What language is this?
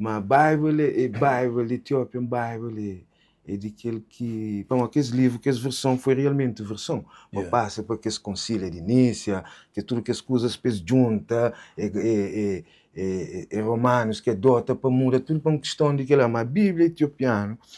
Kabuverdianu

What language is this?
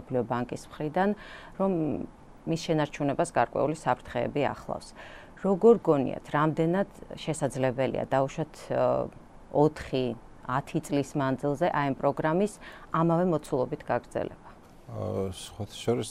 Georgian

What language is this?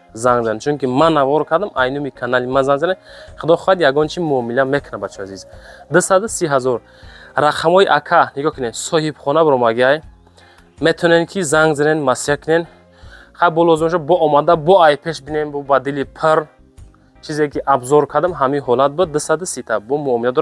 Tajik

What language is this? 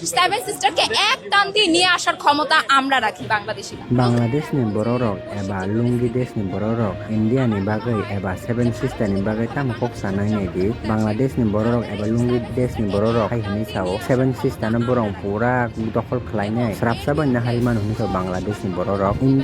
Kok Borok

